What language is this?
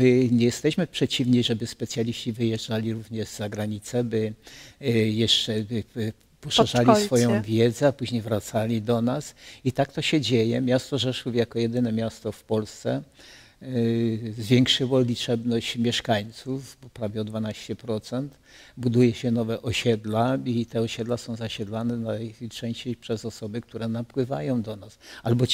Polish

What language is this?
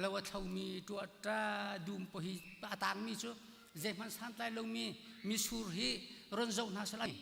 Hakha Chin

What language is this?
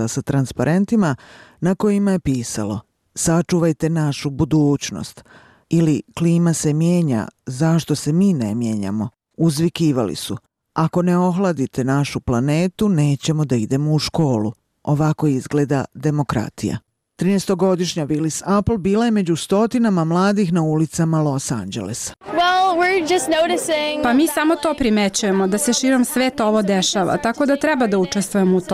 Bosnian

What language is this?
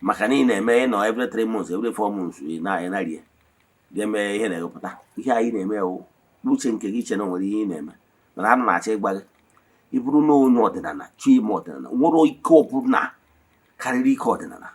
Igbo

